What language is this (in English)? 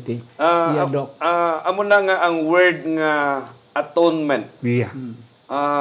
Hiligaynon